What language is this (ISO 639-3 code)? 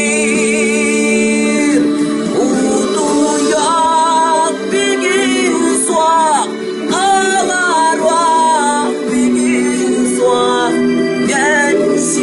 sah